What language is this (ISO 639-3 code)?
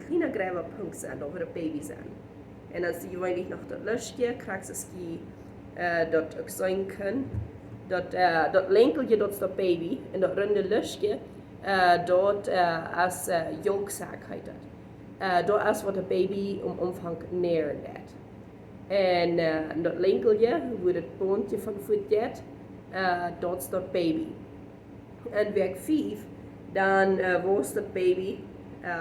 pdt